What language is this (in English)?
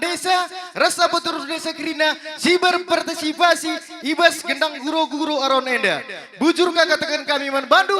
Batak Karo